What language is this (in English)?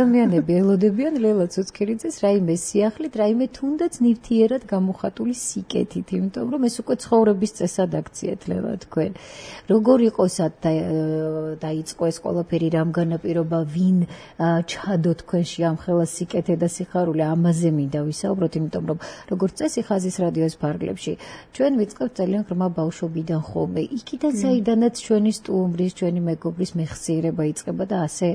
Georgian